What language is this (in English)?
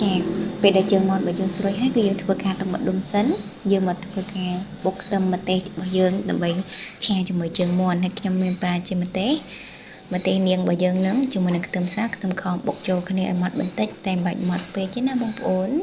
Khmer